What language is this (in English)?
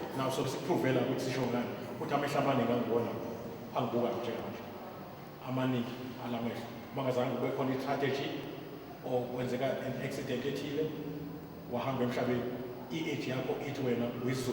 Zulu